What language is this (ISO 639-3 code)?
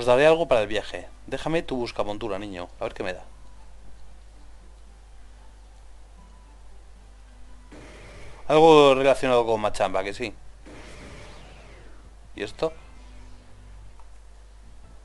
spa